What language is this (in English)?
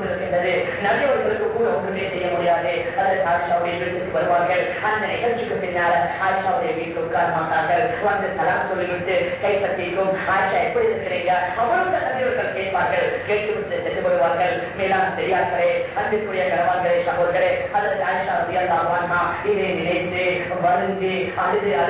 Tamil